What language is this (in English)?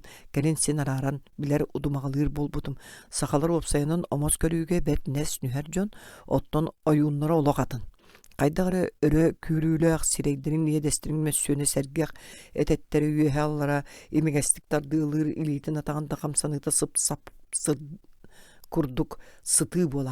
Yakut